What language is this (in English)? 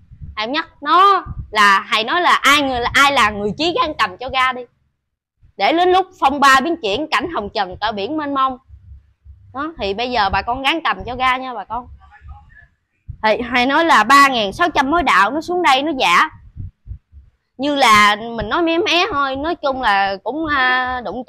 Vietnamese